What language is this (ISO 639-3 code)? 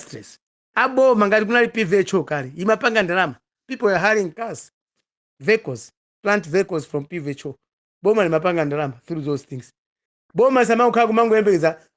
nya